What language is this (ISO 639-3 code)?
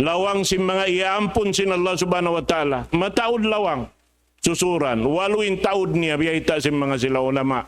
tsg